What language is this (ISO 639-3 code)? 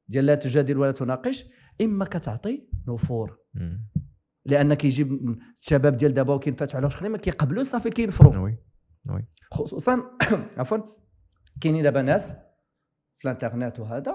ary